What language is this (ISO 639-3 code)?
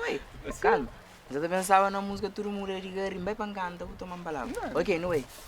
kea